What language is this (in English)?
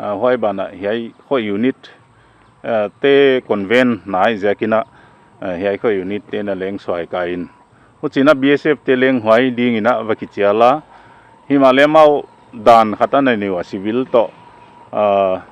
Paite Chin